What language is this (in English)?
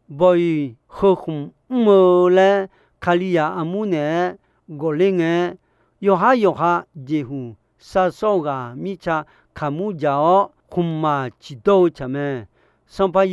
Akha